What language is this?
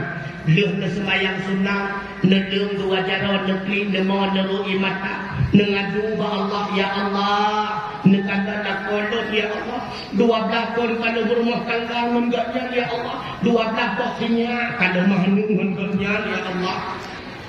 Achinese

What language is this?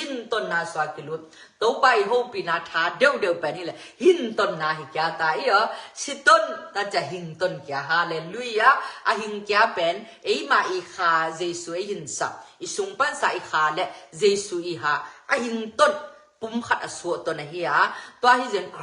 Tedim Chin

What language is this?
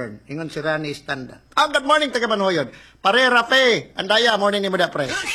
Cebuano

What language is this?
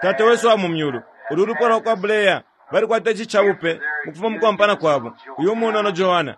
Bemba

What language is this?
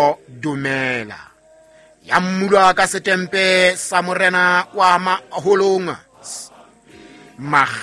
Southern Sotho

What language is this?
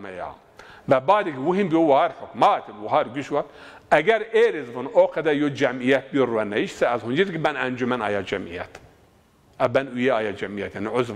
Zaza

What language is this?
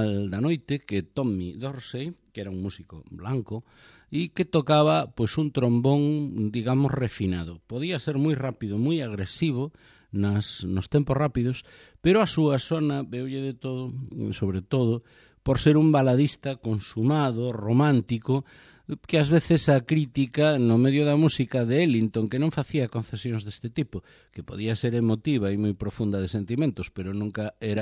Galician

